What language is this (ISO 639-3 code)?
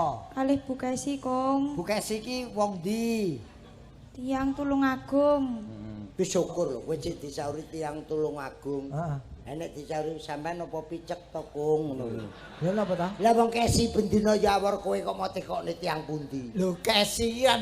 jav